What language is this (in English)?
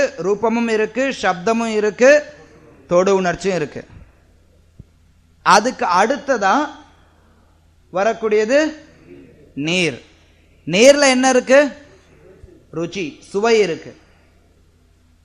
Tamil